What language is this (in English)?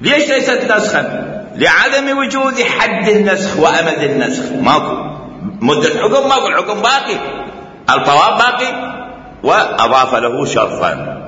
Mesopotamian Arabic